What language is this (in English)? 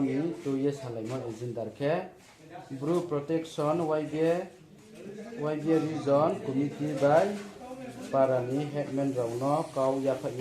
Riang (India)